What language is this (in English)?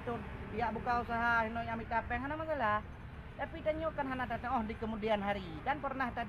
Achinese